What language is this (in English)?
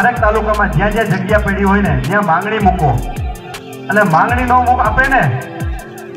Gujarati